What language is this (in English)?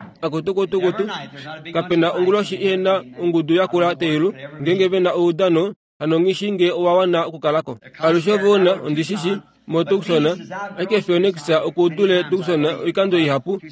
Kuanyama